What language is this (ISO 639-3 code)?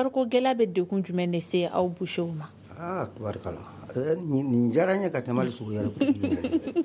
bam